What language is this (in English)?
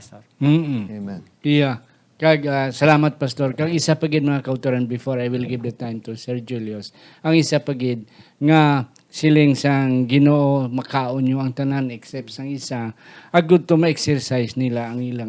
Hiligaynon